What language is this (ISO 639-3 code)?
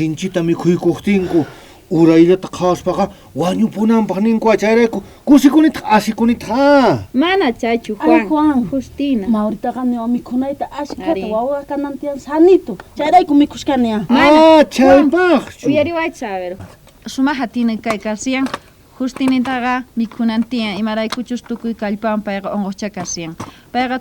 quh